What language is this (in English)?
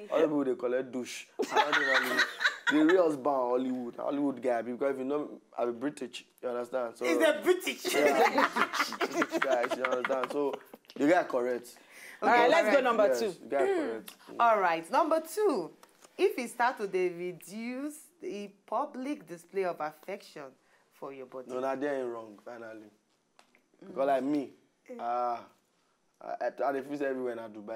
Nigerian Pidgin